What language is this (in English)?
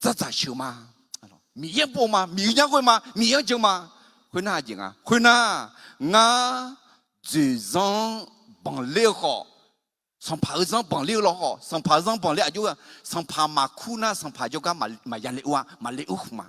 Akha